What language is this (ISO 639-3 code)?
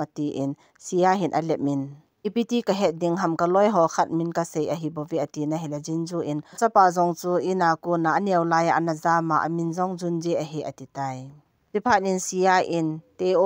tcz